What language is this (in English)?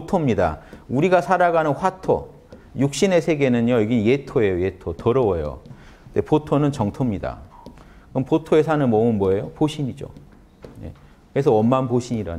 Korean